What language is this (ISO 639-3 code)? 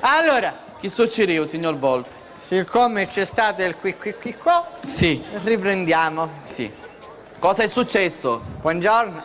scn